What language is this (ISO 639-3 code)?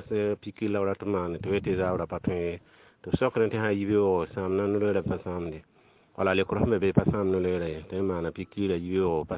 mos